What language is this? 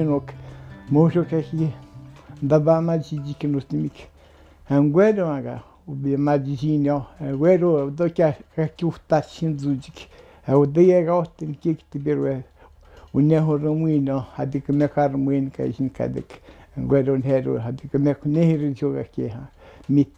Atikamekw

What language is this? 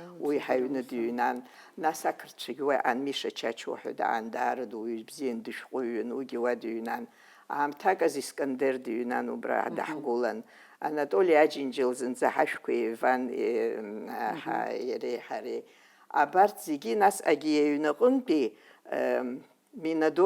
Abkhazian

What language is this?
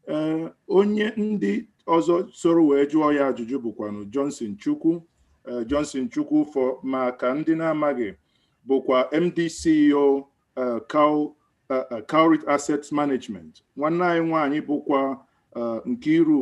Igbo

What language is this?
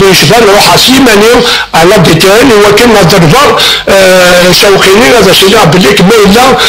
Kabyle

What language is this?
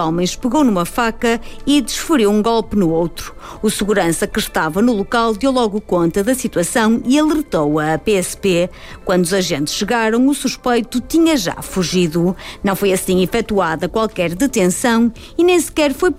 Portuguese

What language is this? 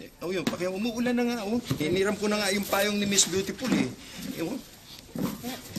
Filipino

